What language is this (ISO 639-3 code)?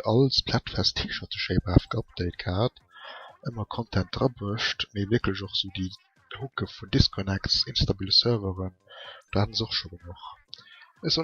ltz